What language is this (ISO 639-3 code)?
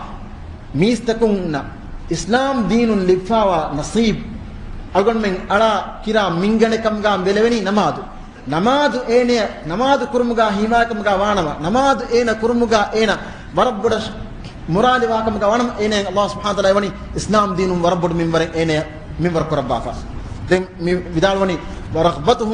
div